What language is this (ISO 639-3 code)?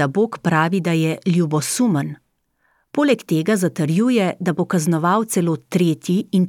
slv